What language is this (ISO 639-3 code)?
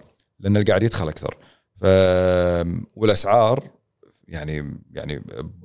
afb